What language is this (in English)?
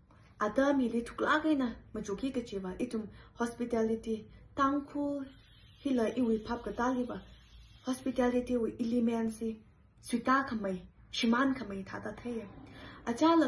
Tangkhul Naga (India)